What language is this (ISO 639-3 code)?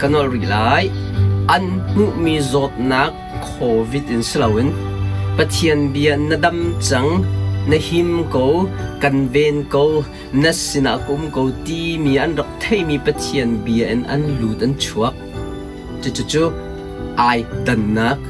cnh